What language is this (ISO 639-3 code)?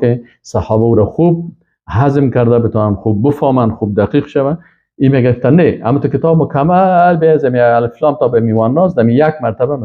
fas